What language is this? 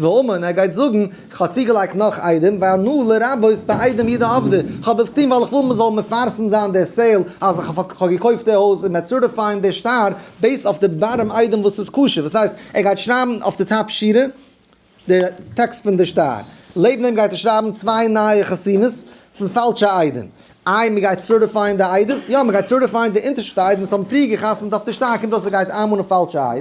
Yiddish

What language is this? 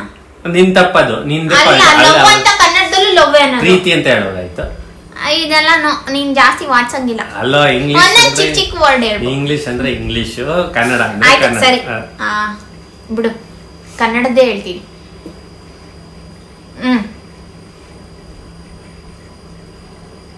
Kannada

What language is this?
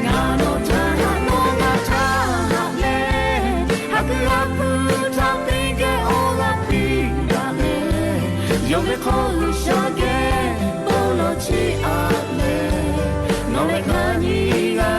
Lahu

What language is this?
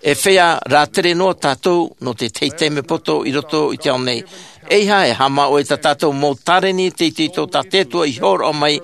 Tahitian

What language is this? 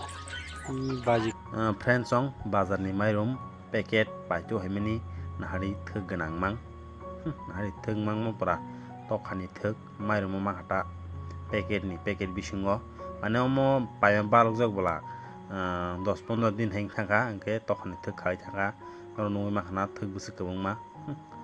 Kok Borok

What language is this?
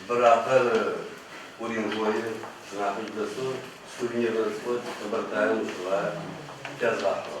Adyghe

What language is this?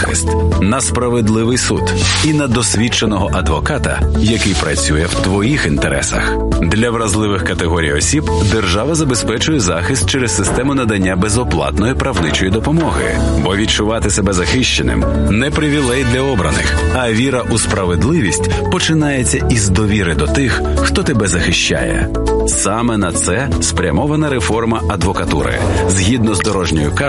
Ukrainian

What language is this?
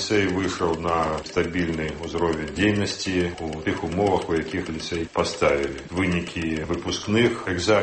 Belarusian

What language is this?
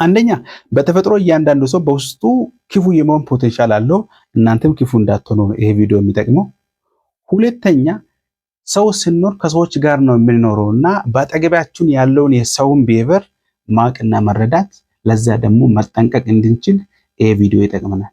Amharic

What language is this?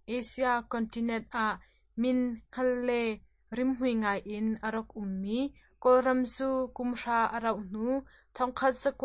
Hakha Chin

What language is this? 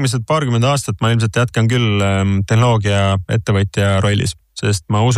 Estonian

